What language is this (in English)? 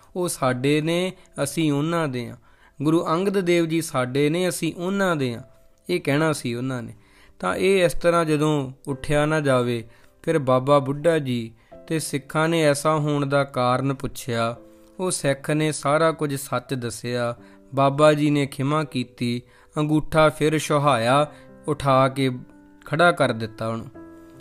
Punjabi